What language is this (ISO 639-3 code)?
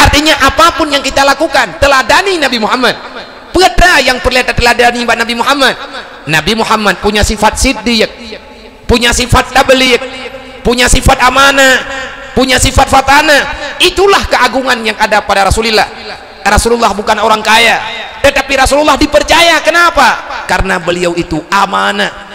ace